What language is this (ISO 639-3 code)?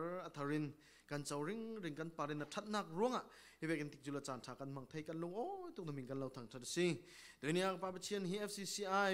cfm